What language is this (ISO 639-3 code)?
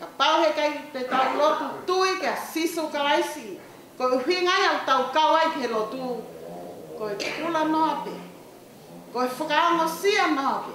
ton